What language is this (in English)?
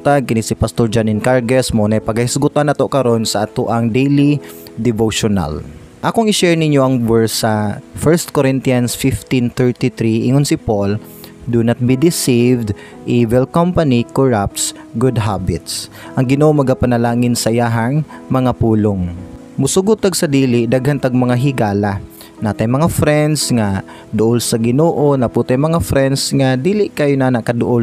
Cebuano